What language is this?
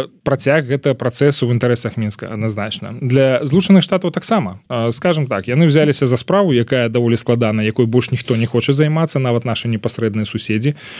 Belarusian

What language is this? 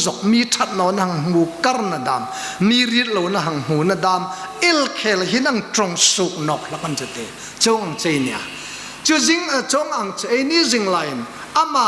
Hmar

